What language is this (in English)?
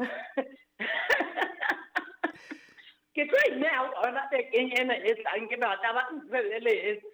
Southern Sotho